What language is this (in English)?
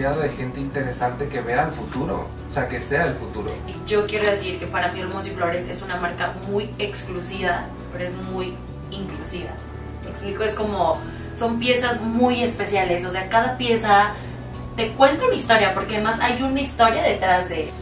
Spanish